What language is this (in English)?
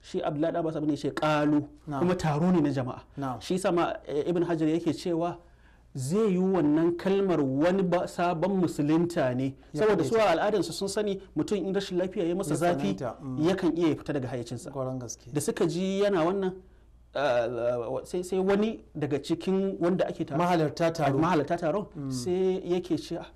Hausa